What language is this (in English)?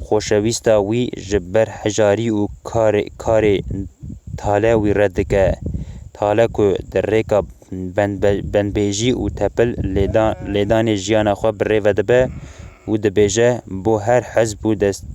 Kurdish